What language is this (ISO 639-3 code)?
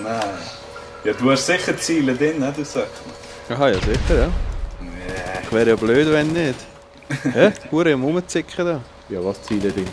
gsw